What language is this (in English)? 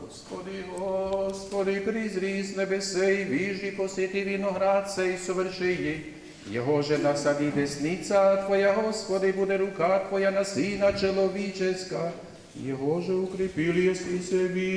Rusyn